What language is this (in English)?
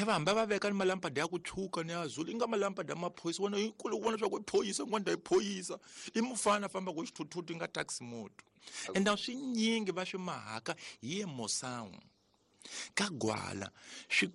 Tsonga